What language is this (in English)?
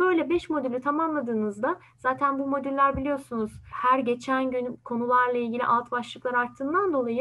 Turkish